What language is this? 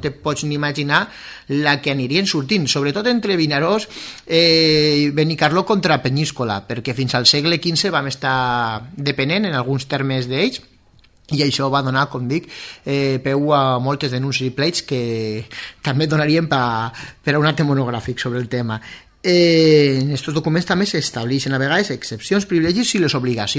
Catalan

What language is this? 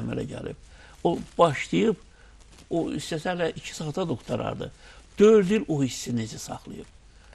Azerbaijani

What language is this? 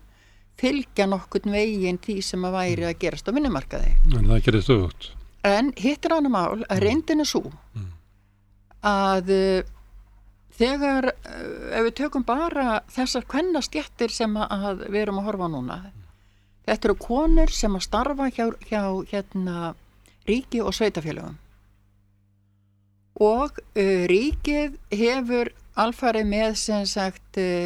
Icelandic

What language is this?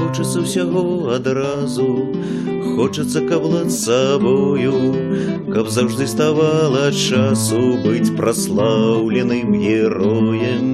Belarusian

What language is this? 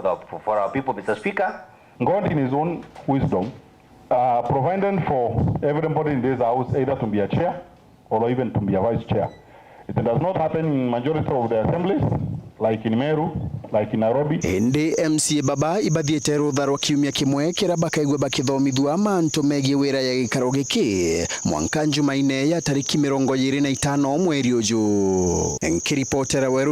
Meru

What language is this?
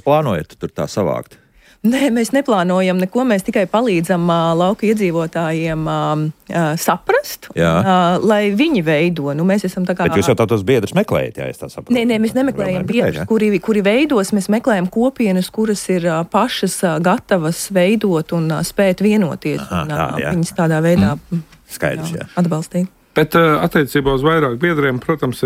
Latvian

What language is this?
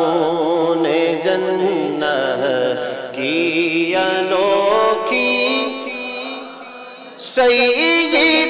Urdu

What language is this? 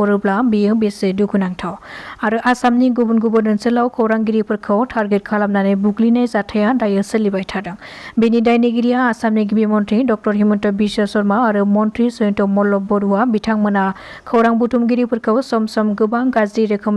Bodo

